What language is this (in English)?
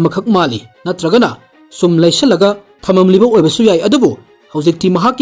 Manipuri